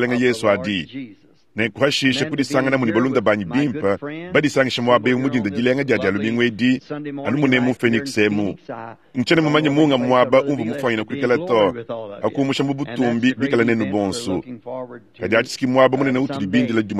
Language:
Luba-Lulua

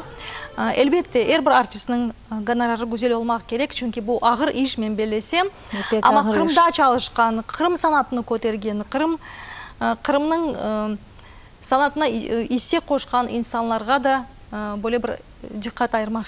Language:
Crimean Tatar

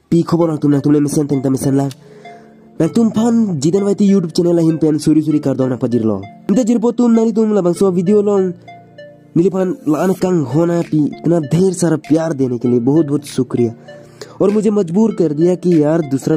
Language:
Karbi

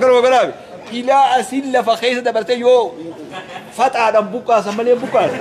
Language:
Oromo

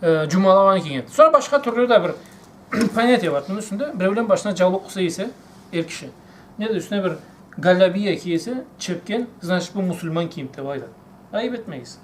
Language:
Karachay-Balkar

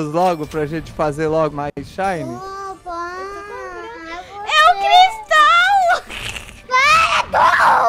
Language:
Portuguese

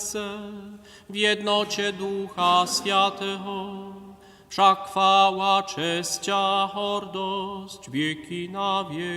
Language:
Upper Sorbian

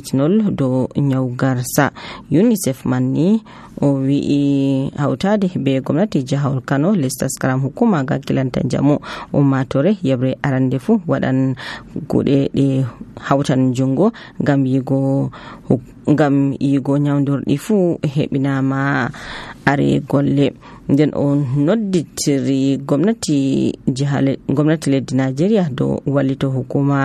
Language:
Nigerian Fulfulde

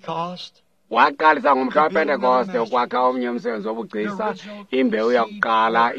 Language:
Xhosa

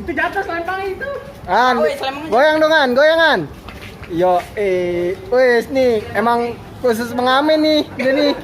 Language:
Betawi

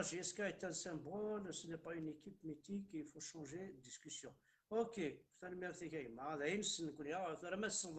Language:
Kabyle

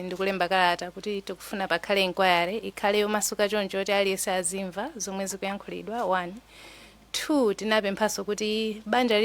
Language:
Nyanja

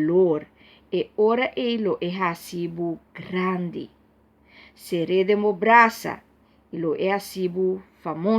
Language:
Papiamento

